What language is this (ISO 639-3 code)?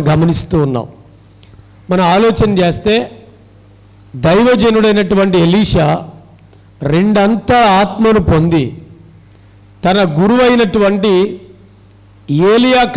tel